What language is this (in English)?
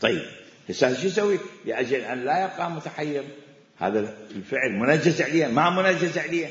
Mesopotamian Arabic